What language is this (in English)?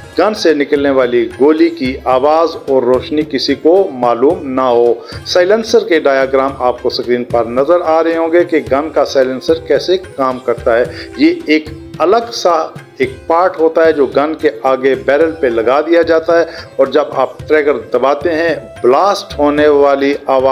Hindi